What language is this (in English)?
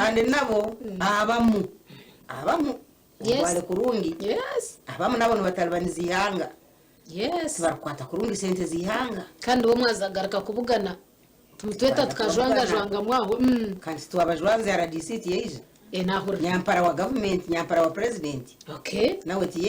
Nyankole